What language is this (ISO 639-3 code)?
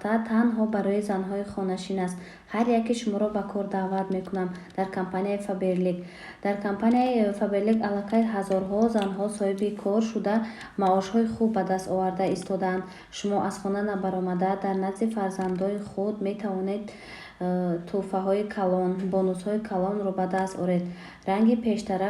tgk